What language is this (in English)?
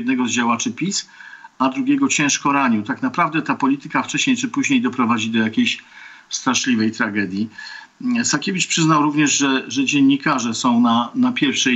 Polish